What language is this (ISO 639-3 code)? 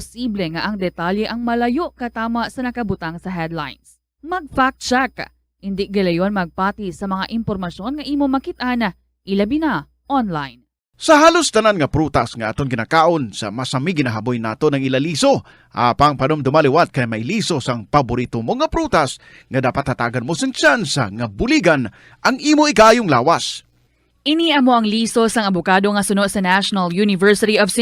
hil